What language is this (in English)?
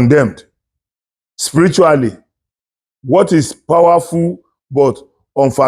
Yoruba